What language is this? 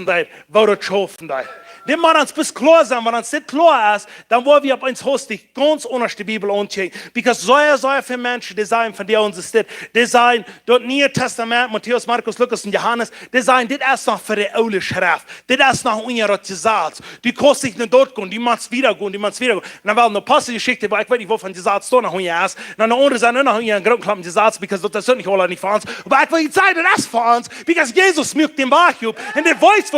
Plautdietsch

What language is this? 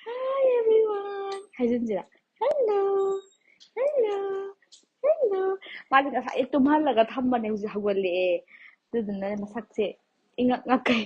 Manipuri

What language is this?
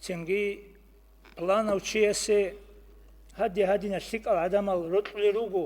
Avaric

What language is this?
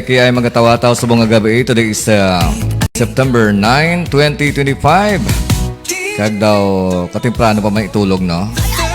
Hiligaynon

